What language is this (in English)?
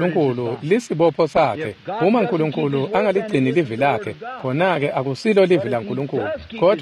Swati